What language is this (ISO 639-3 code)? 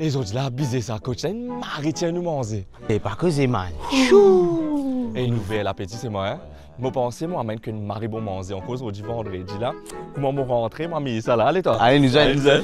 mfe